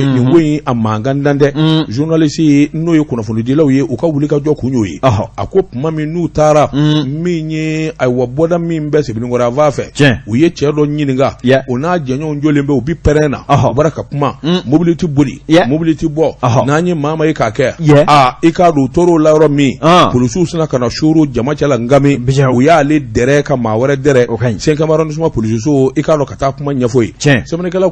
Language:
Bambara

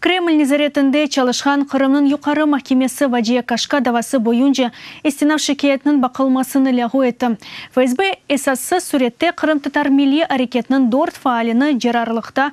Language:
Crimean Tatar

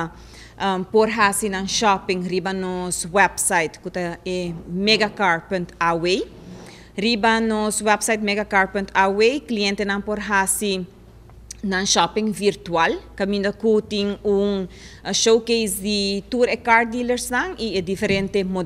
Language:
Papiamento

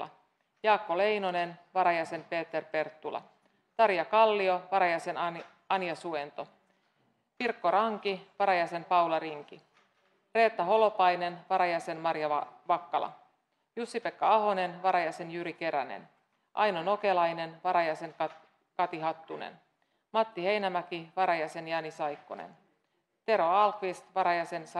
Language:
Finnish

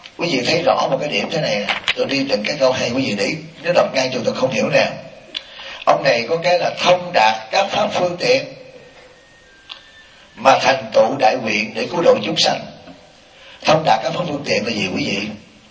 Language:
Vietnamese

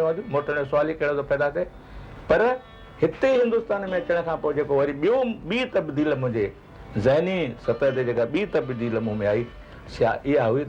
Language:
Sindhi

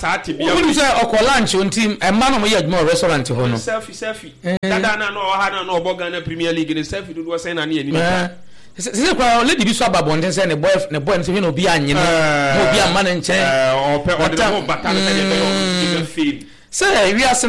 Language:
Akan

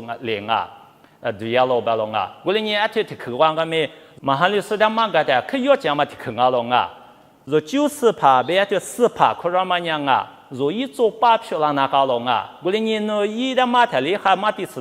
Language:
Lisu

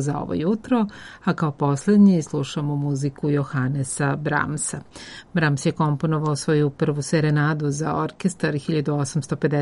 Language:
Serbian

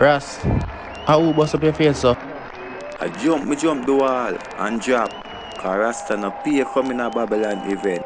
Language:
Jamaican Creole English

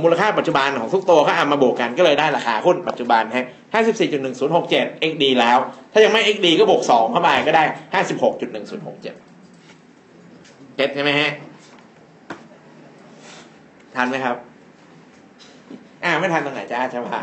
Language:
Thai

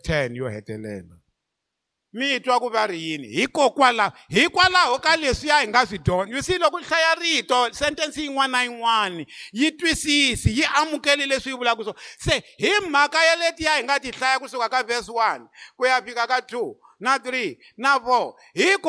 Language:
Tsonga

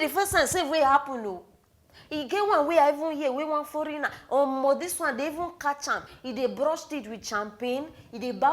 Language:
Nigerian Pidgin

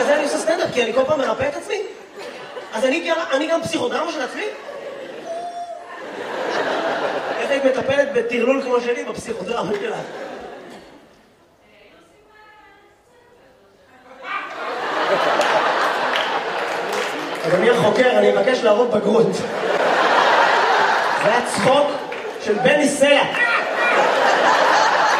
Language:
Hebrew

